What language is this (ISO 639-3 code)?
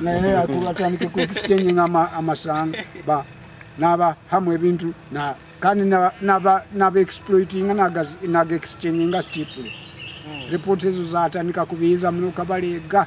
nyo